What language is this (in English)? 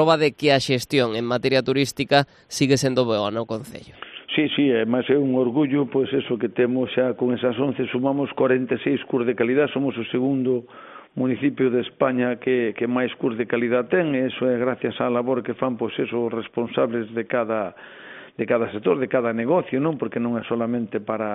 Galician